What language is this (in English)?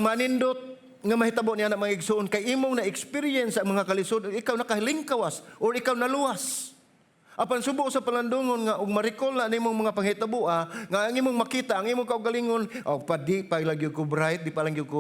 Cebuano